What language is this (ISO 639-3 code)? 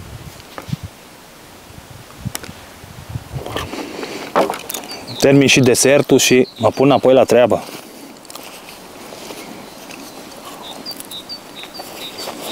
ron